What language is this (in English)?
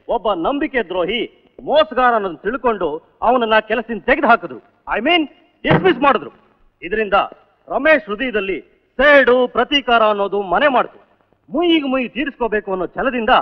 Kannada